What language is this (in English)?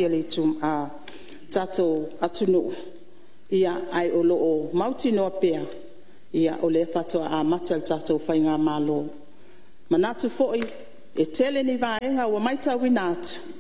Samoan